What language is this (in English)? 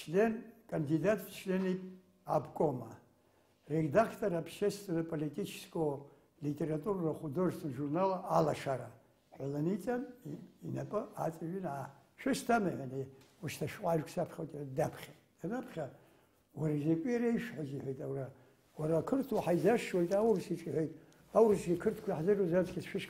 Abkhazian